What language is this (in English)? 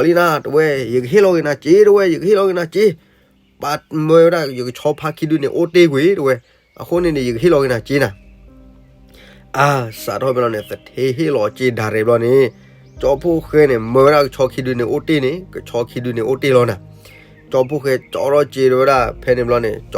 S'gaw Karen